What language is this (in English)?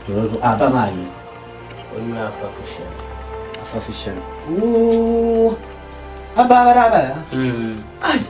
Dagbani